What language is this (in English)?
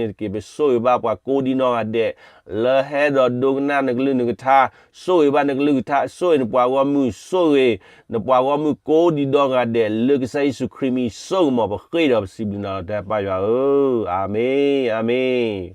S'gaw Karen